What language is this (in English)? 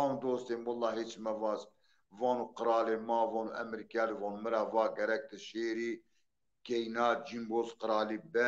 Zaza